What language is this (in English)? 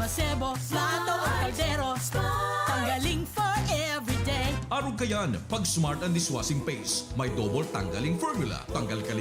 Bikol